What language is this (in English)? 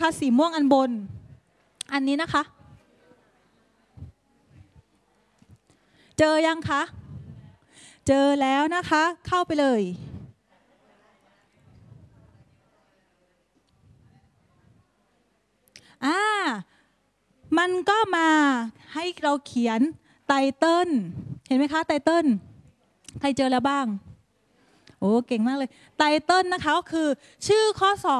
Thai